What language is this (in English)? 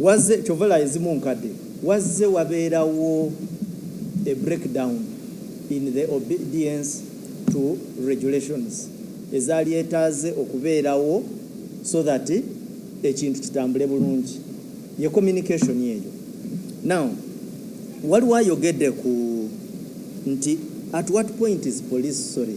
Ganda